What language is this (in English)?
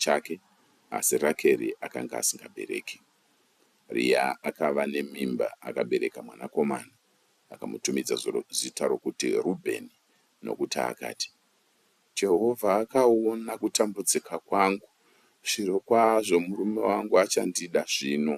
Shona